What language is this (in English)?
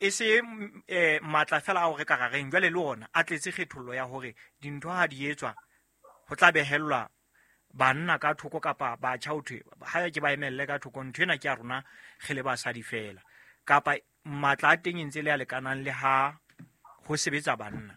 Southern Sotho